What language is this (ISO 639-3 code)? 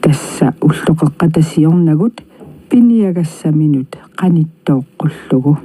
kal